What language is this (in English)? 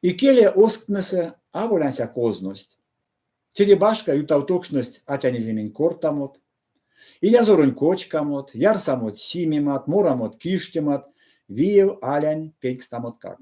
Erzya